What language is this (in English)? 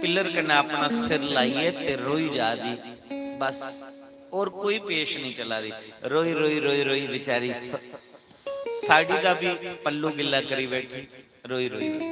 Dogri